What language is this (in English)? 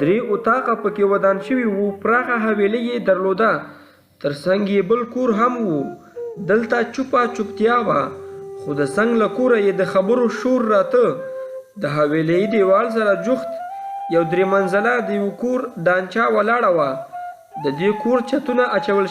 Pashto